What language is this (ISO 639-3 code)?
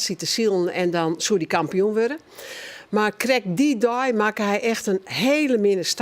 fry